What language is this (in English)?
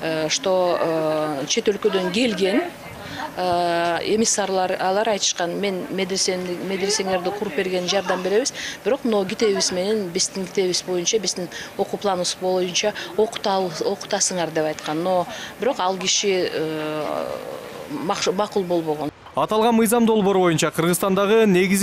Kyrgyz